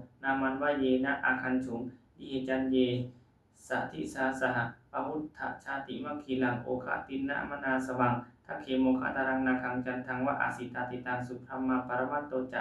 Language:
Pali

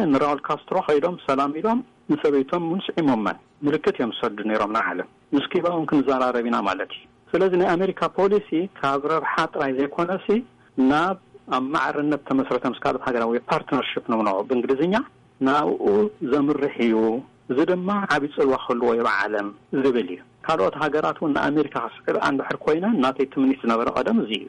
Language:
Tigrinya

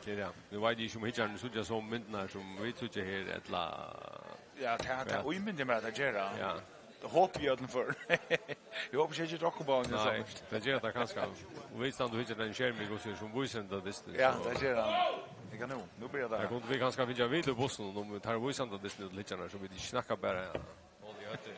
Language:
Faroese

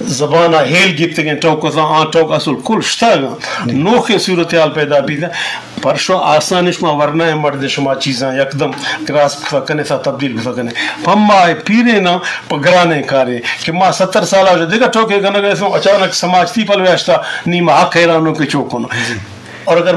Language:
Eastern Balochi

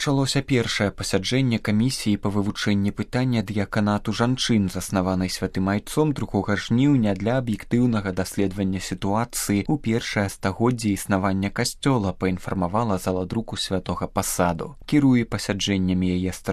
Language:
Belarusian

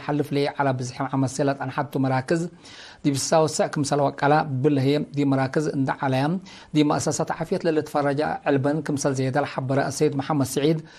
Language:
Tigre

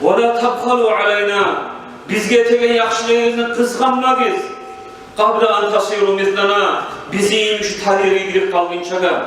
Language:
Kumyk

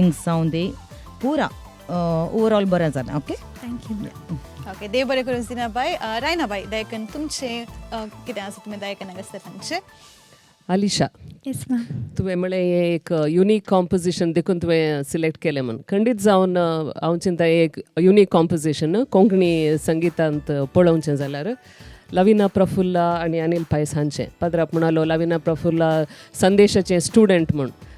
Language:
Konkani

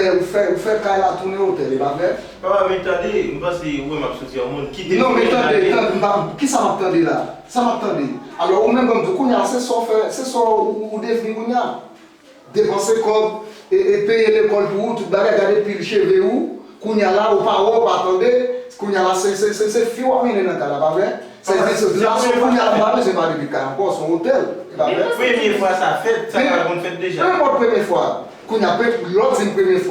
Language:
Haitian Creole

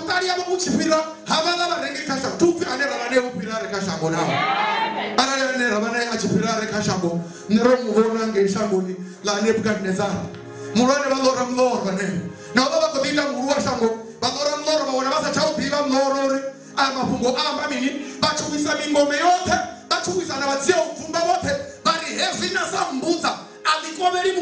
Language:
Venda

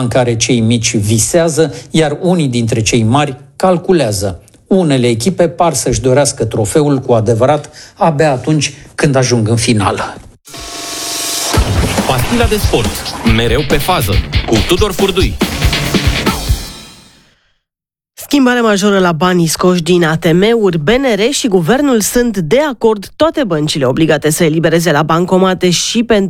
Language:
Romanian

